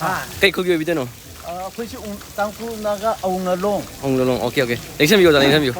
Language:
Manipuri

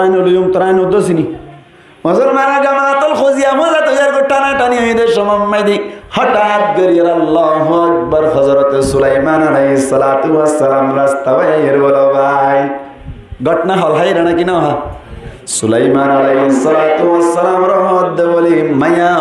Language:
Rohingya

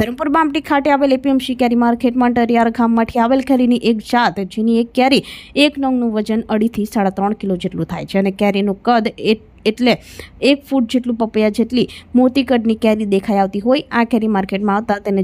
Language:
Gujarati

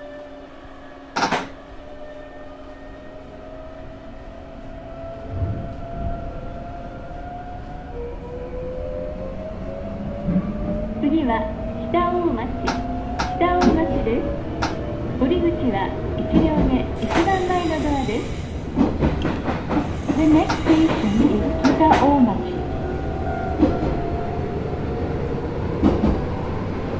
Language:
Japanese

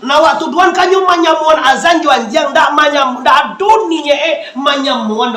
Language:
Minangkabau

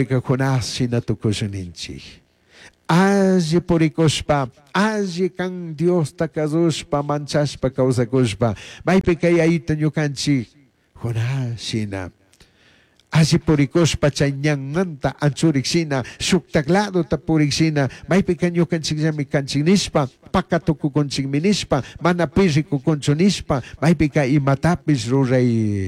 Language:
Chimborazo Highland Quichua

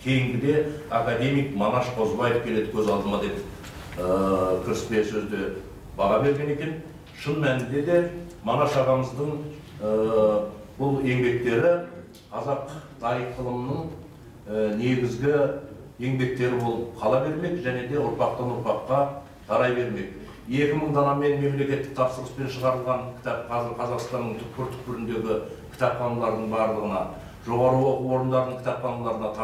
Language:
Kazakh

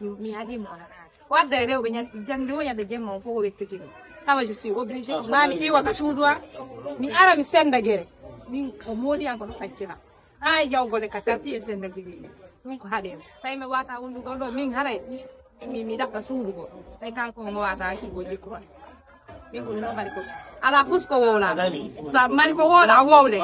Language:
Fula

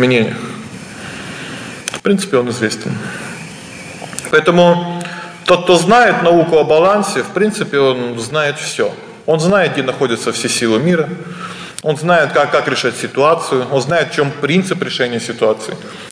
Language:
Russian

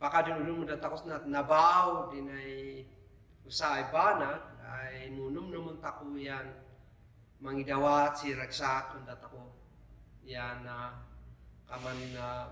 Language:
Kankanaey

